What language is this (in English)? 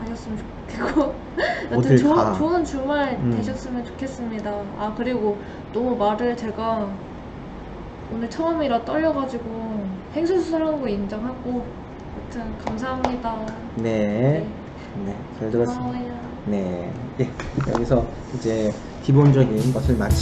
Korean